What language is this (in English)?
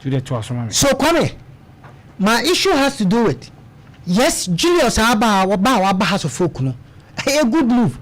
Akan